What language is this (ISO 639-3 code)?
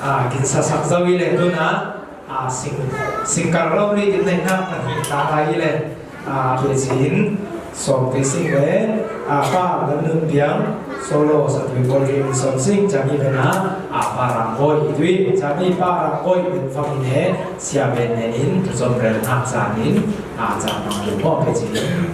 cfm